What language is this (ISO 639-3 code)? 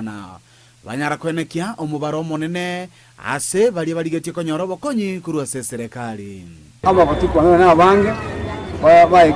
guz